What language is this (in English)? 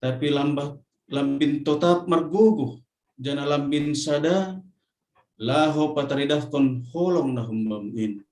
Batak Simalungun